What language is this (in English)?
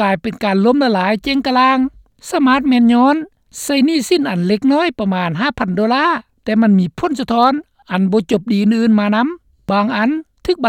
Lao